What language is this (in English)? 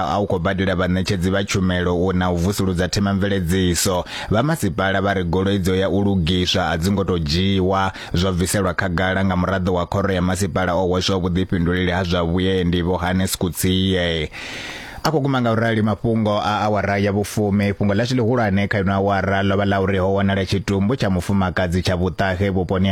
Venda